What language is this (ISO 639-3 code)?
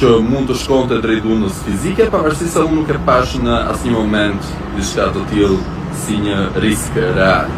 sqi